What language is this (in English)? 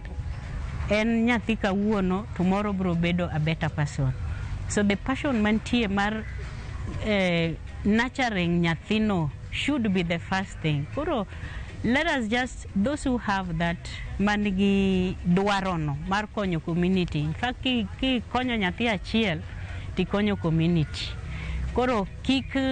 Luo (Kenya and Tanzania)